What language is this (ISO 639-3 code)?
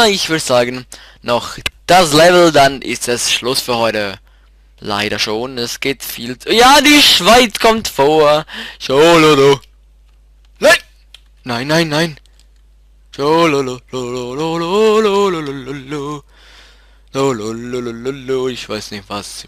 gsw